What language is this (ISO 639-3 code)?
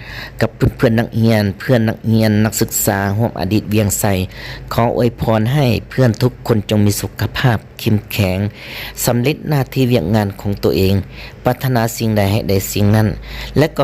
lao